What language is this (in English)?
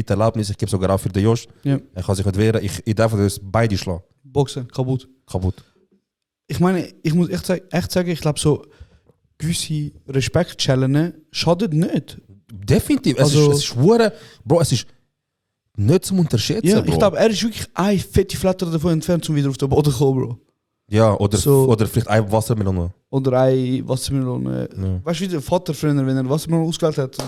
Swiss German